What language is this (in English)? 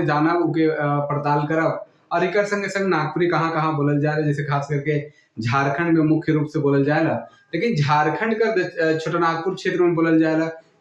Sadri